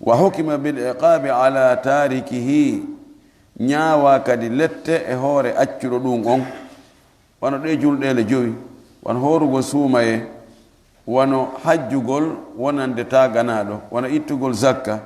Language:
Fula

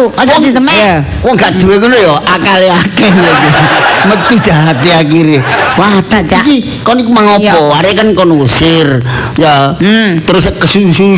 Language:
Javanese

